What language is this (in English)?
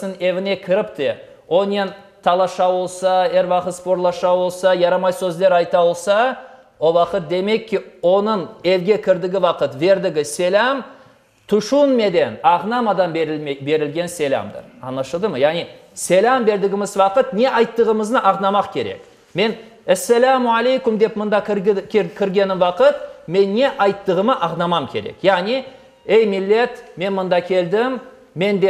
Crimean Tatar